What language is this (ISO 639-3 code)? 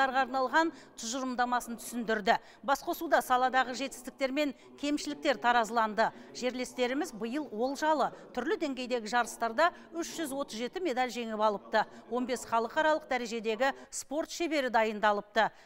kaz